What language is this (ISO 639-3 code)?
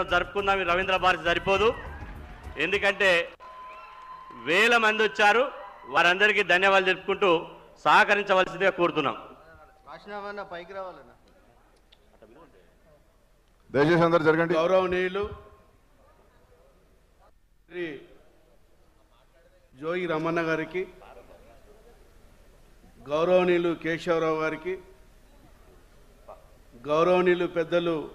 tel